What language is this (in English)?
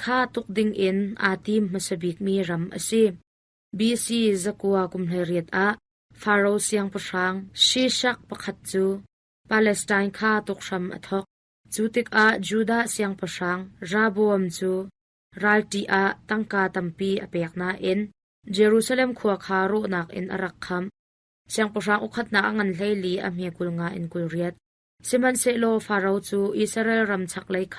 Hakha Chin